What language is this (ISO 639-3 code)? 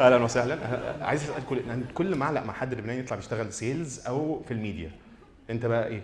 arz